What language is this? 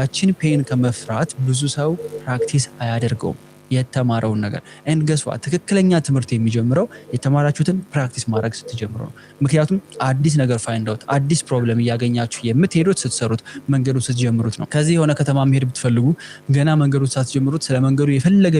Amharic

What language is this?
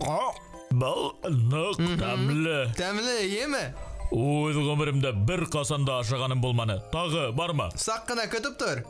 Bashkir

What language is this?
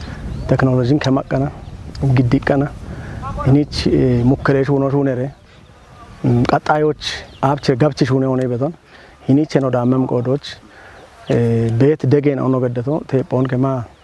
Kafa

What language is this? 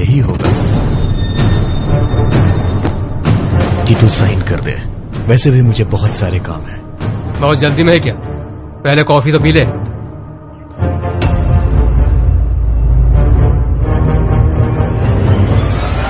Hindi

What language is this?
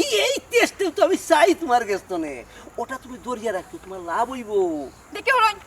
Sylheti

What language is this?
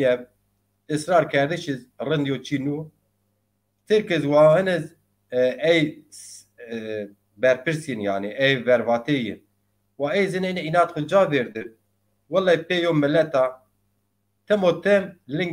Zaza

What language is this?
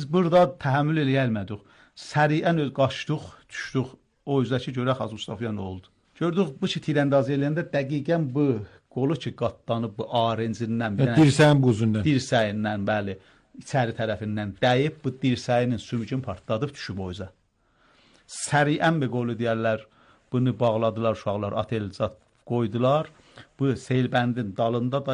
Azerbaijani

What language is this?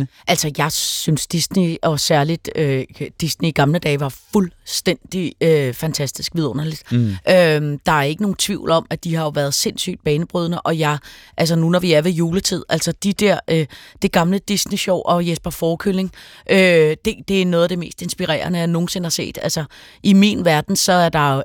Danish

